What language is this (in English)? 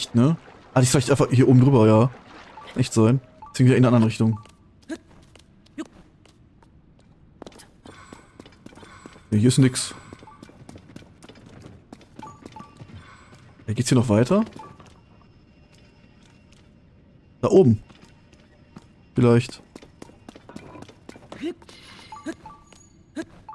German